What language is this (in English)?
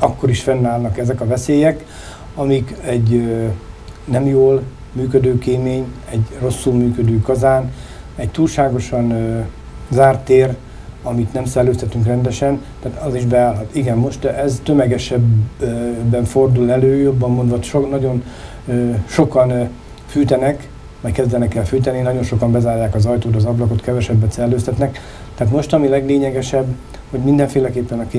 Hungarian